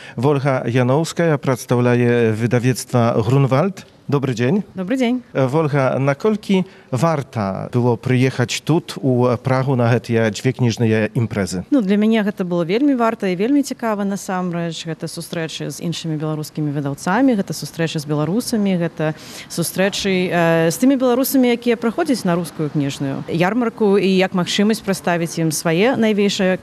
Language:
Belarusian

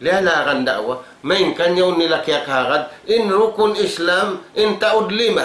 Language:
Tausug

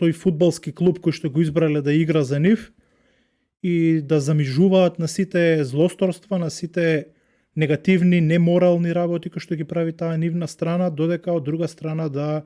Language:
Macedonian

